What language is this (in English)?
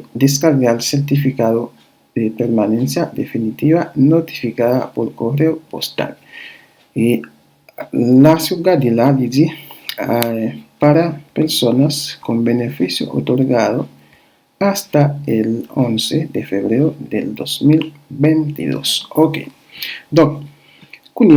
Haitian Creole